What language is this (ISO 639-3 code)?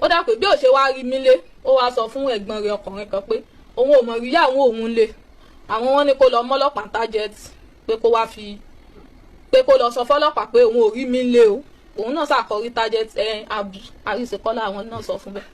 yor